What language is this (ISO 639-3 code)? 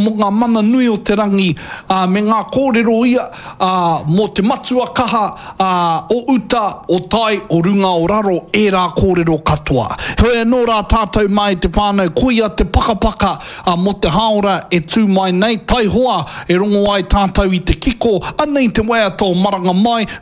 mri